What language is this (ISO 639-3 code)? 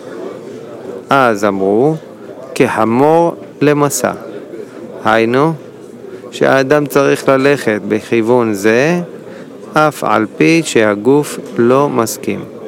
heb